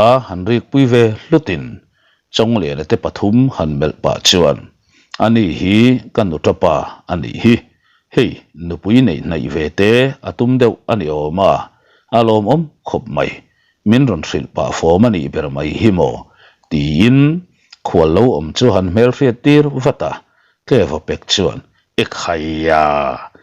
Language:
Mizo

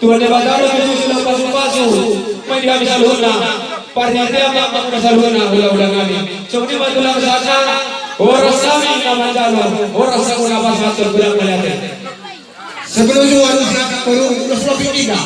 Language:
Batak Toba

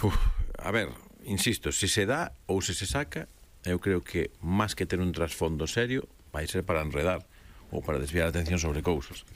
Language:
Galician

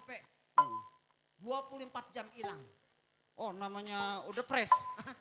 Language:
Betawi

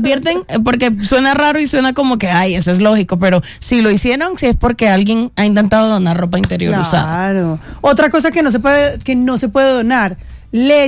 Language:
Spanish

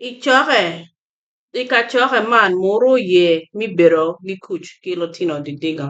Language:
Acoli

